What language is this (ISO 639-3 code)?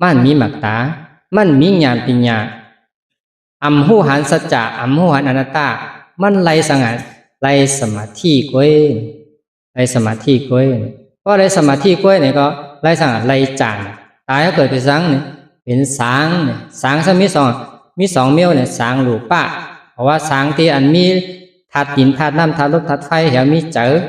shn